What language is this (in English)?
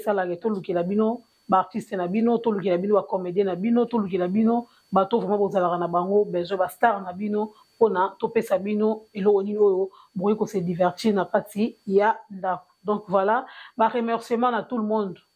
Lingala